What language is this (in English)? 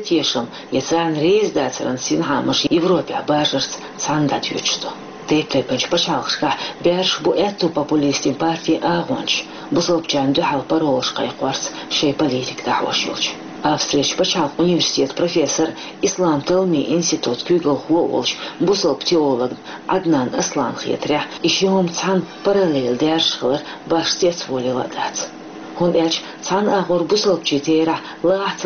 Chechen